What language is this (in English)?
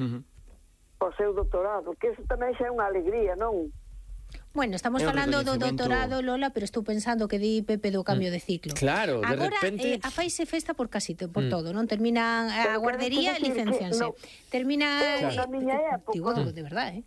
Galician